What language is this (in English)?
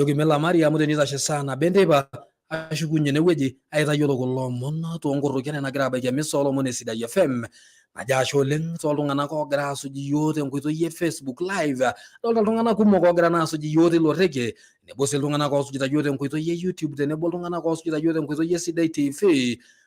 Masai